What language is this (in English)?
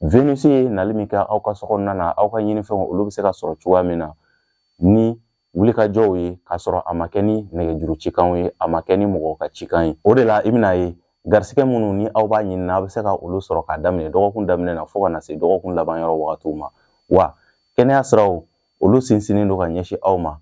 Bambara